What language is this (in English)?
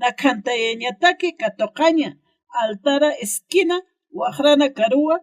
Aymara